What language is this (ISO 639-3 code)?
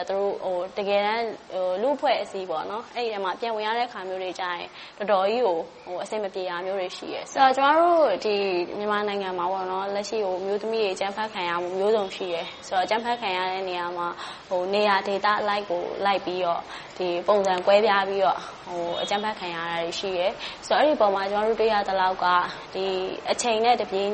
mya